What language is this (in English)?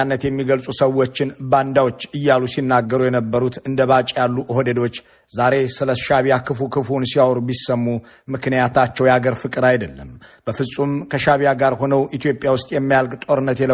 Amharic